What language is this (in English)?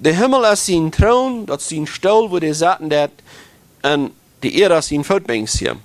Plautdietsch